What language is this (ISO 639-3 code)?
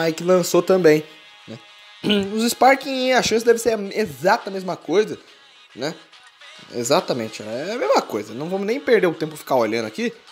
por